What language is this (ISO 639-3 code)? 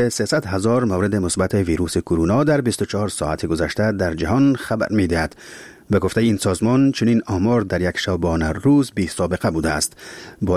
fas